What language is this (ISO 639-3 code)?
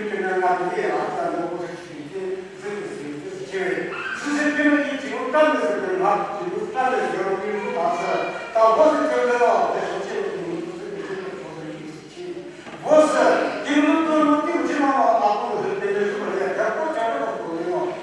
nri